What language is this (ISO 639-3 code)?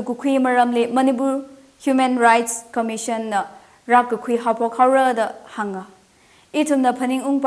nmf